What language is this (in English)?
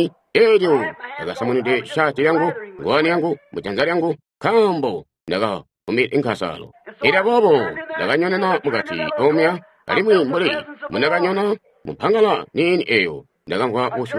Tonga (Zambia)